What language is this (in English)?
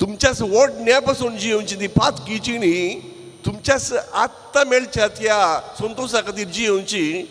Konkani